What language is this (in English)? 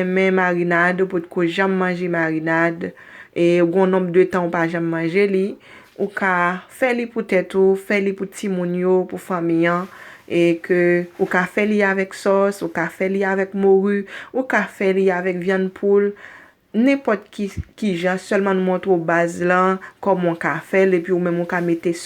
Haitian Creole